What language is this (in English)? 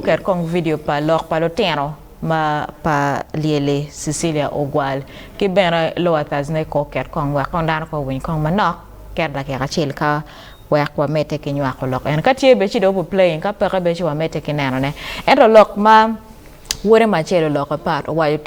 Acoli